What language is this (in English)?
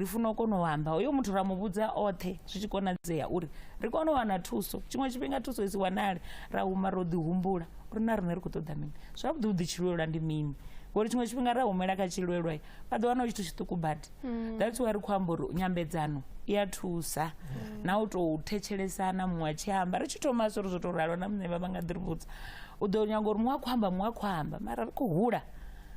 Venda